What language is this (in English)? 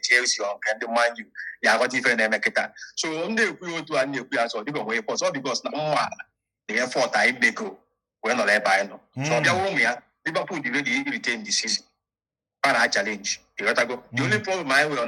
Igbo